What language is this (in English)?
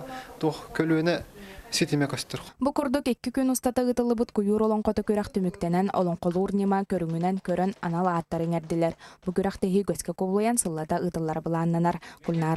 Yakut